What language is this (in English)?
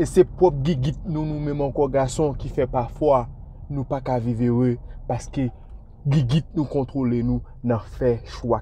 Haitian Creole